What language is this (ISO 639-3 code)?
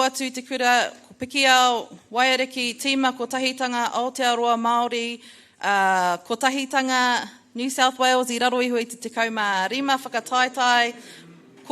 mri